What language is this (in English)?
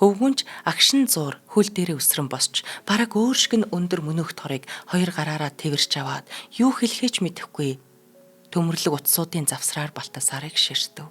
Mongolian